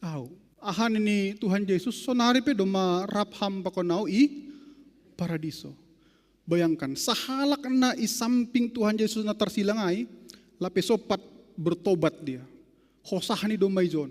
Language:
Batak Simalungun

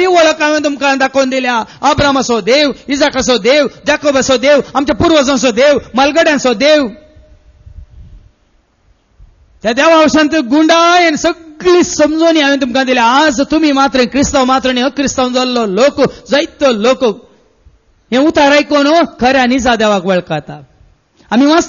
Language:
Konkani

